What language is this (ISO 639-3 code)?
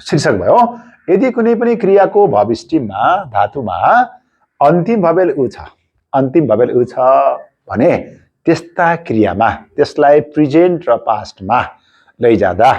nep